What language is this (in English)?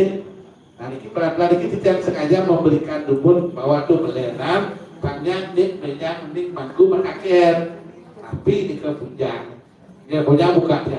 Balinese